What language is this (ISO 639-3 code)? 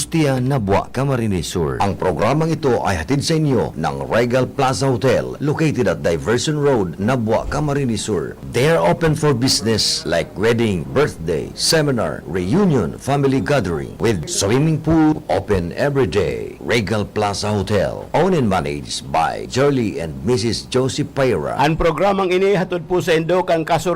bik